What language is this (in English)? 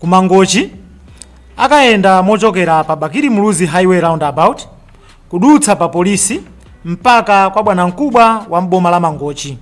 Nyanja